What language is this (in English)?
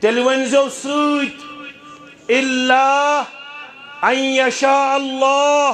Kashmiri